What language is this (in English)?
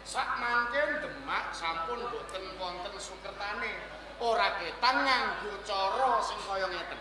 Javanese